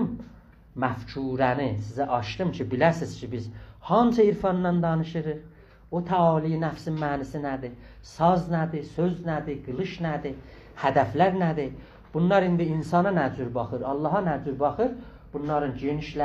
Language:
South Azerbaijani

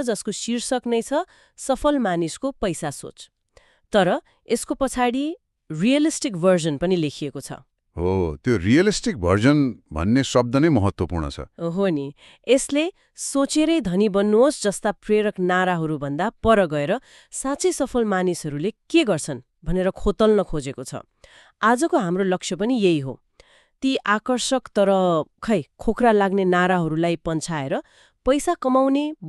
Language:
Nepali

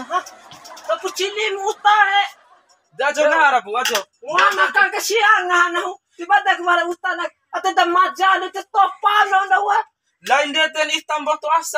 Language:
Bima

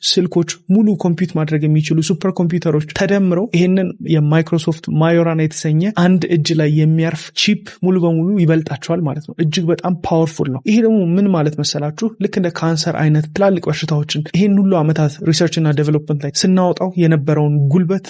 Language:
Amharic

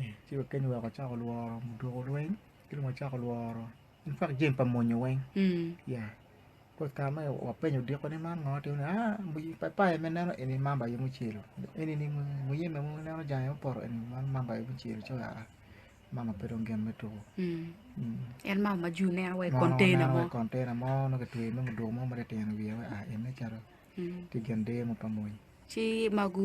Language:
Acoli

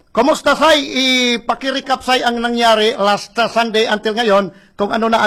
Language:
Filipino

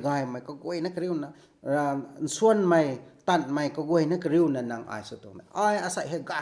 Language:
Rongmei Naga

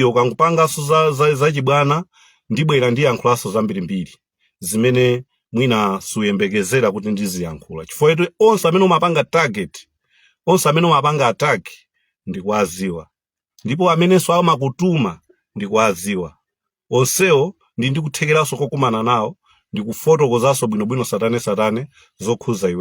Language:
Nyanja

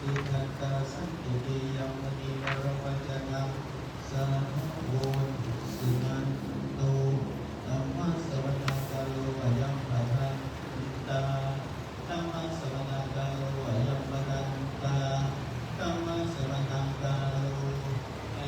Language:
Pali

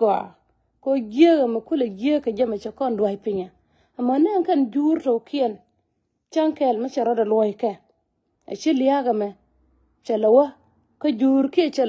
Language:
Nuer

